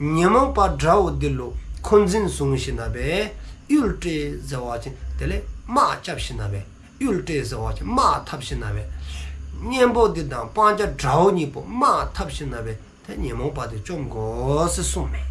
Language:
Dzongkha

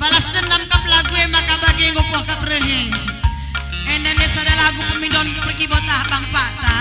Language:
Batak Karo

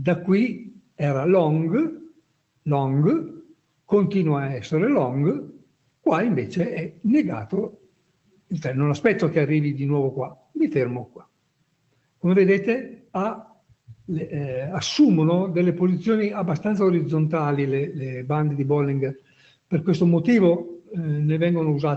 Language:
Italian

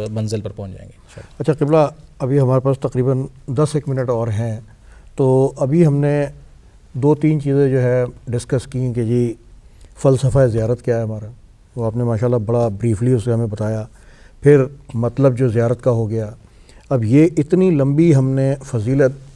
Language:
Urdu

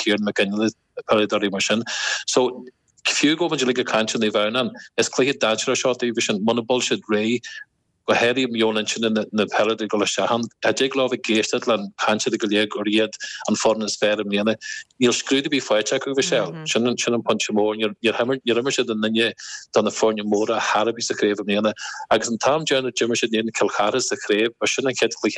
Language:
Irish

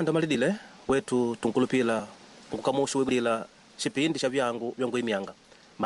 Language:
Makonde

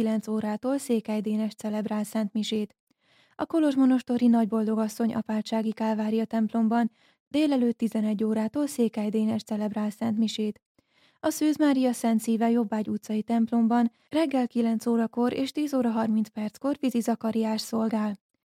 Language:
Hungarian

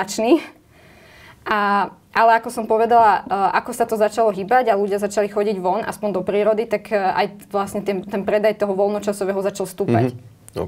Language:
Slovak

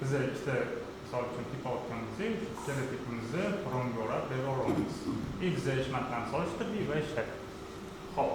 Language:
Uzbek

